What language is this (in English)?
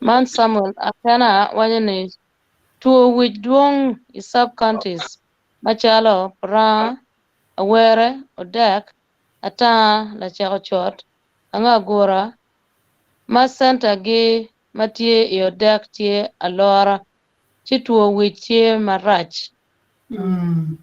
Acoli